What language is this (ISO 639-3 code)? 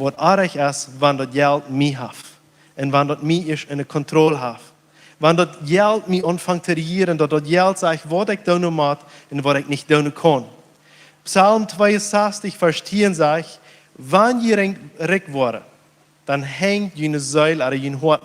pdt